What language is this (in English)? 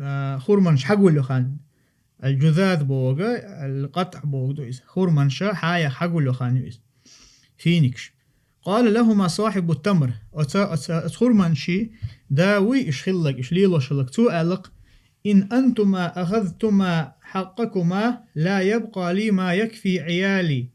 Chechen